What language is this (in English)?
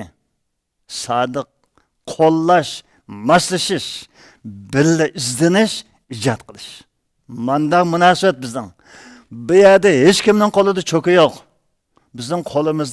Uyghur